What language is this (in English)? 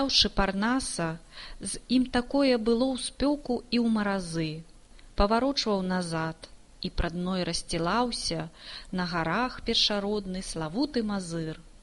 Belarusian